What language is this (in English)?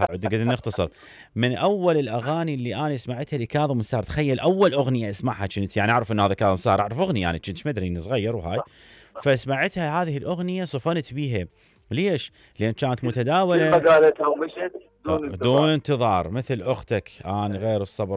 Mesopotamian Arabic